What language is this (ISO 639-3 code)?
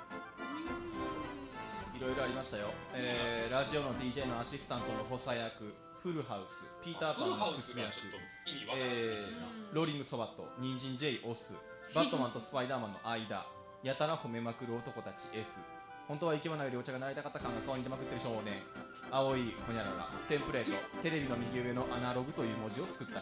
jpn